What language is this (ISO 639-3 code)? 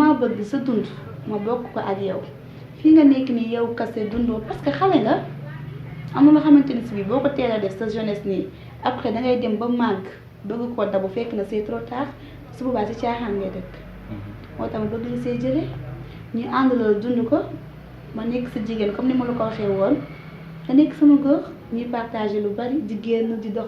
wol